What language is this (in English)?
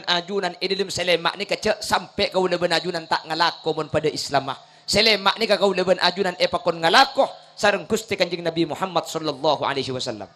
Madurese